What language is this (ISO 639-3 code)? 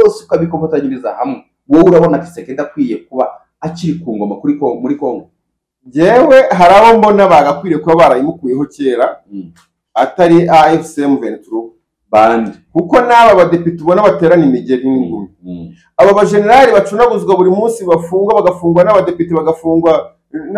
kin